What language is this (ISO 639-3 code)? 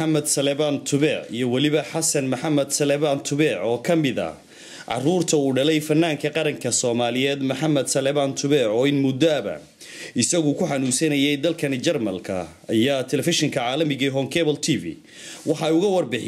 som